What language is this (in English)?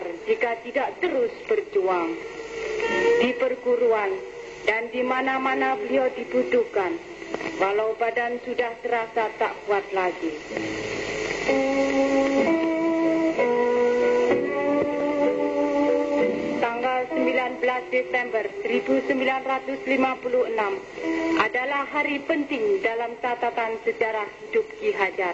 Indonesian